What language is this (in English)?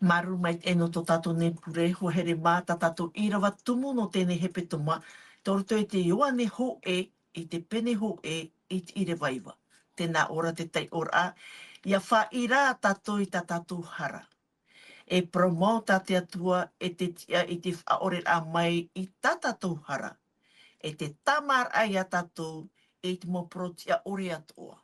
Tahitian